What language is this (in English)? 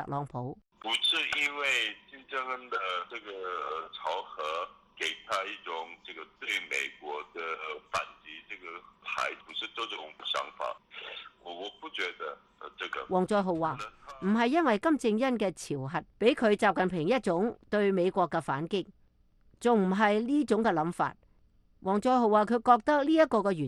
Cantonese